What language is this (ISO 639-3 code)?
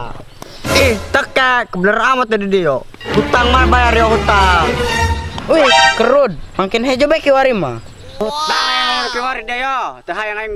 sun